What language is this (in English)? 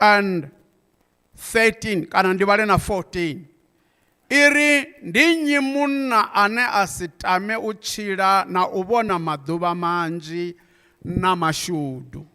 Venda